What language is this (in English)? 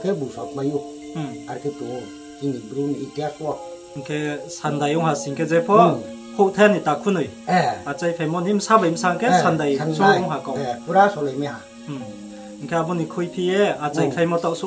Riang (India)